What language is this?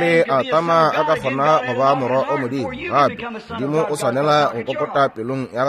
Northern Sotho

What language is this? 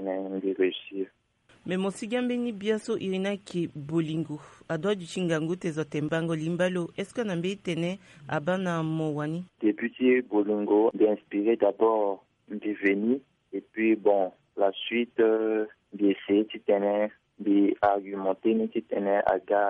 Sango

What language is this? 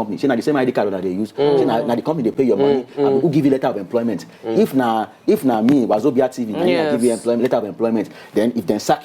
Nigerian Pidgin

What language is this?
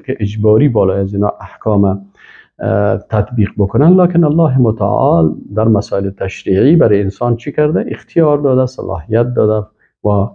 Persian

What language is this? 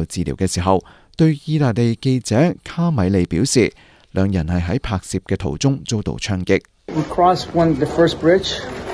Cantonese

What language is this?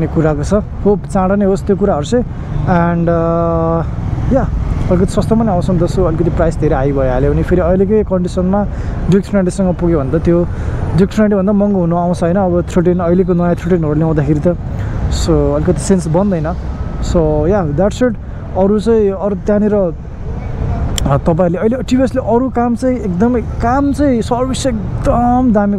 Nepali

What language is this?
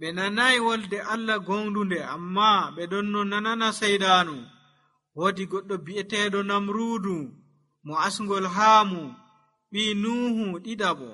Nigerian Fulfulde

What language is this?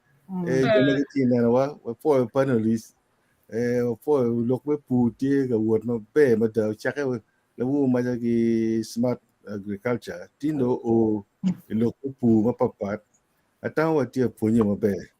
Acoli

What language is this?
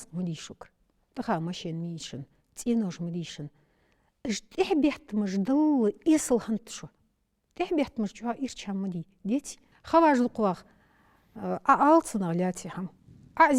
Ingush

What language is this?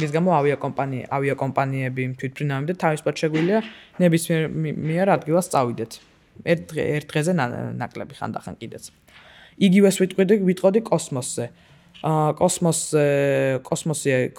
Georgian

